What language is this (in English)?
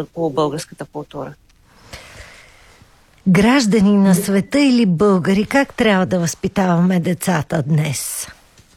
Bulgarian